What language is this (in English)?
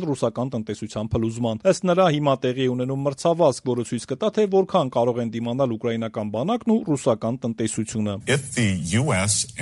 Armenian